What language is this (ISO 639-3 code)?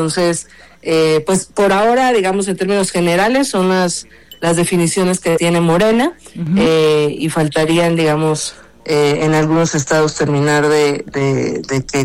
spa